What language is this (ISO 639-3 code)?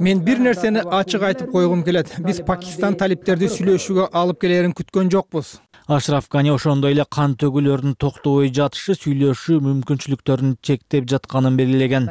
kir